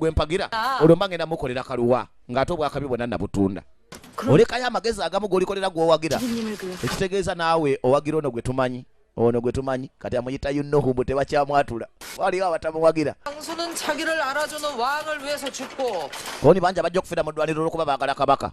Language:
Ganda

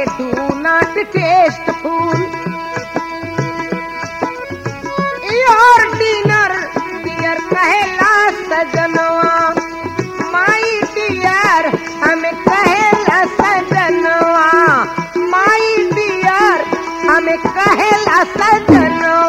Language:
Bhojpuri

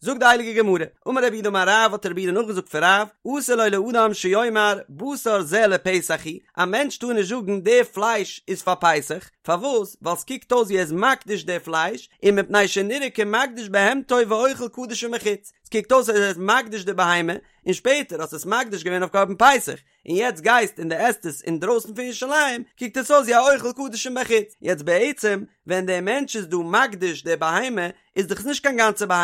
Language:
Yiddish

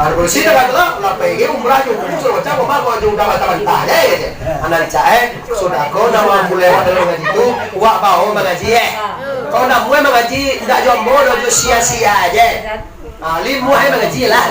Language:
Minangkabau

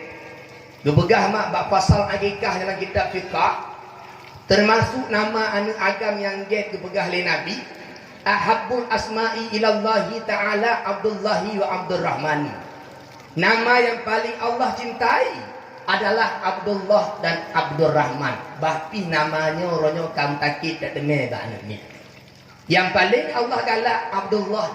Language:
Achinese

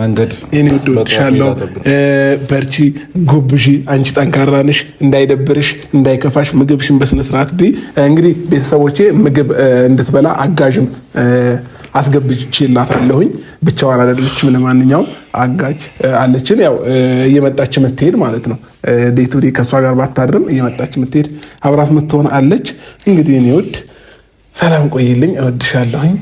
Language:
Amharic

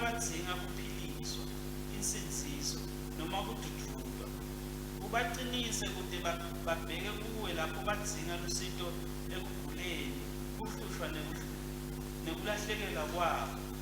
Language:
Swati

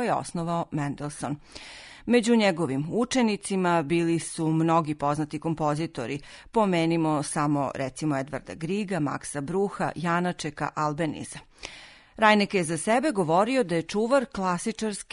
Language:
Serbian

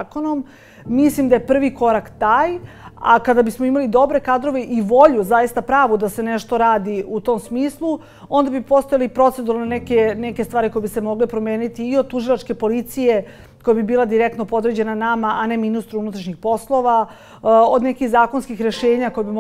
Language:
Serbian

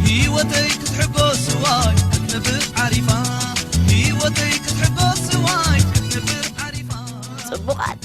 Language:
Tigrinya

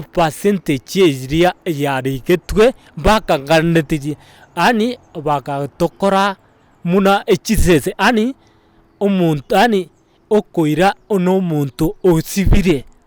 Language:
Gusii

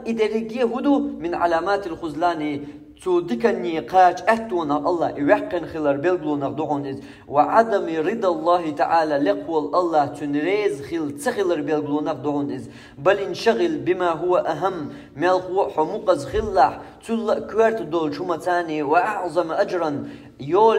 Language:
Chechen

